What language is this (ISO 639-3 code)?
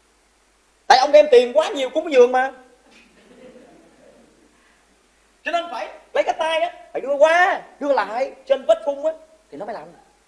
vie